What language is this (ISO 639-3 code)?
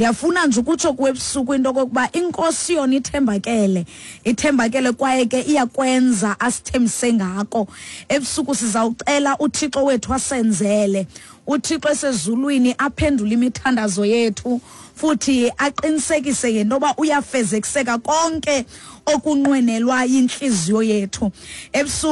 xho